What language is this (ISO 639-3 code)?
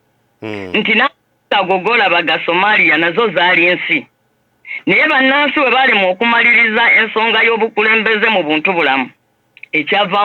lug